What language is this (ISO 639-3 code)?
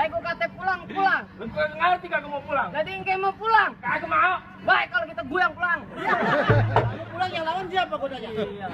bew